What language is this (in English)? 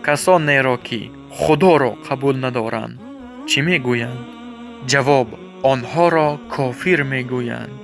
Tajik